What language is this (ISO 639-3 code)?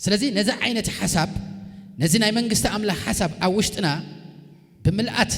tir